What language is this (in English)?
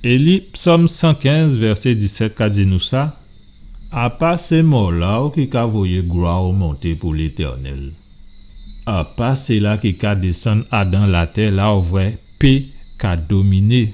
Guadeloupean Creole French